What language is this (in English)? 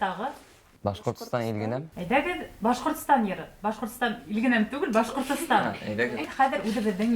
Bashkir